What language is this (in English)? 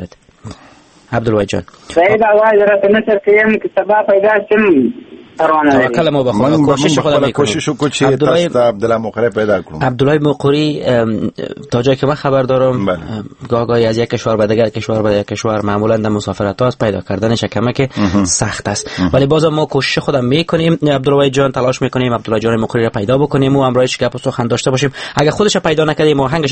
Persian